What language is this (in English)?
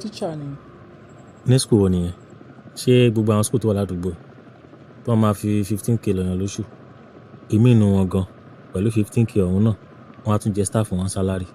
Yoruba